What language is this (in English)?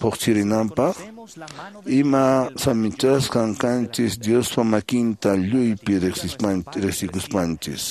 Quechua